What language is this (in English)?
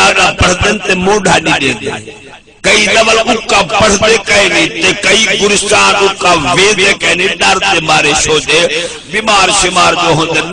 Saraiki